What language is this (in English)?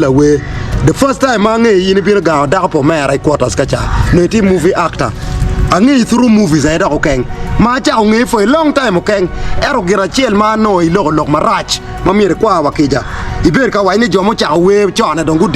Acoli